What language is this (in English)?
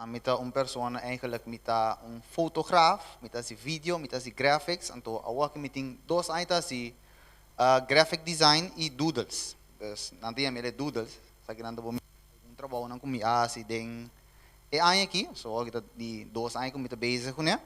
Papiamento